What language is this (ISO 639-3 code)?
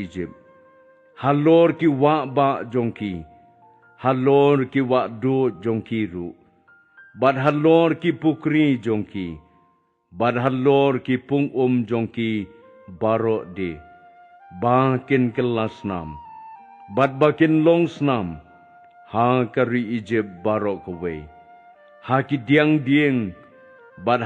kha